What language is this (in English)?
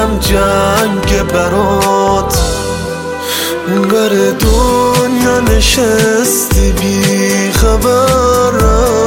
Persian